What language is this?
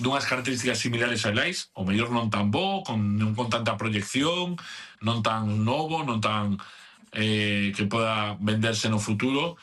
Galician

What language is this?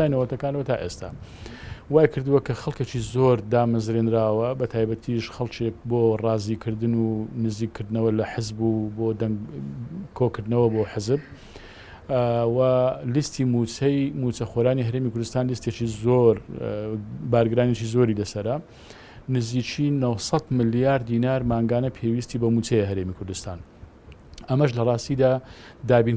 Central Kurdish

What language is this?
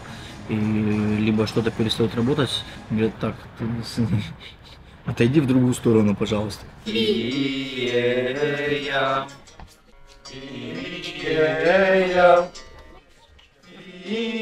Russian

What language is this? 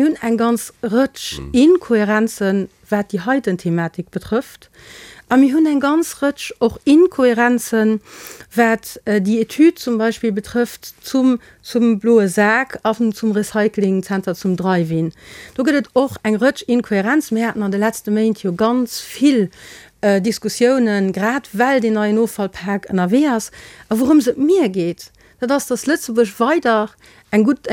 Luxembourgish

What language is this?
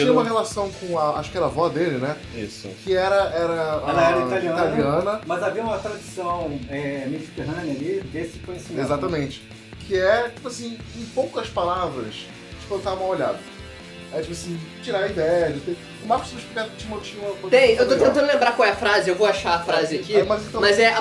Portuguese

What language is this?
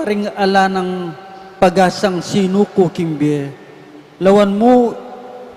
Pampanga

